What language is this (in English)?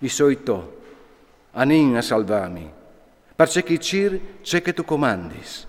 Friulian